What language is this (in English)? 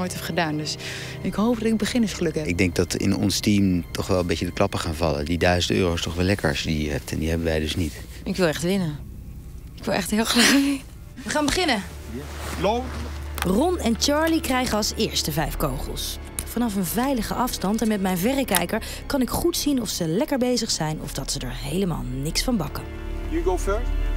Dutch